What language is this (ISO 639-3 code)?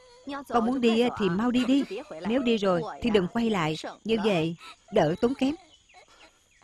vie